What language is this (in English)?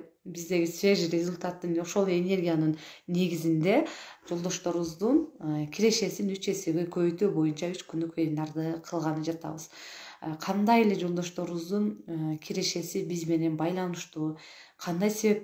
Kyrgyz